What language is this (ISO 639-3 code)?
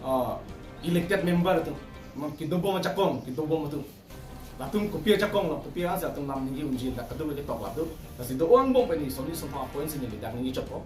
mjw